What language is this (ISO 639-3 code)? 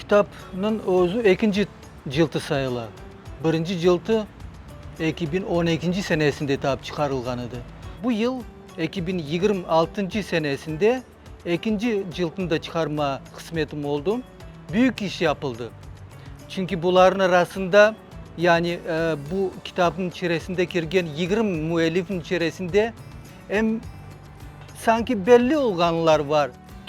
crh